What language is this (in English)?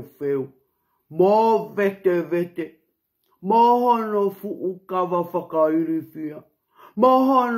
Tongan